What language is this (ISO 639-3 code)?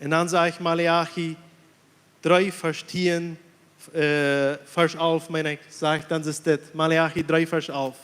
pdt